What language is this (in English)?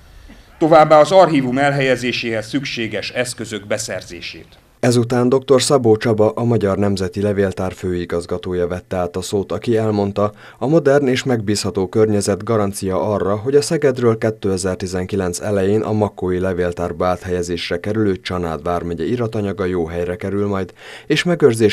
Hungarian